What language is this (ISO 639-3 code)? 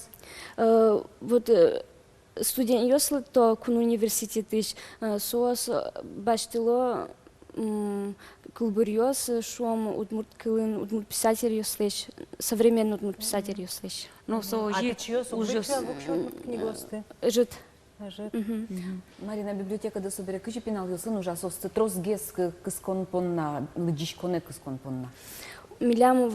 udm